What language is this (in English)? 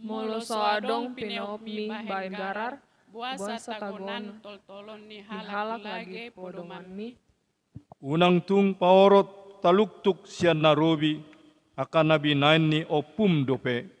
Batak Toba